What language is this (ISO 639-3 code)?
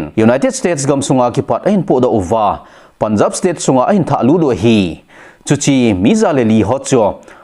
tcz